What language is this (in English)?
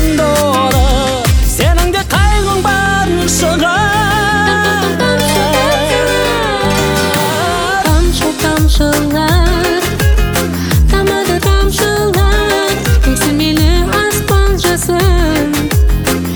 Kazakh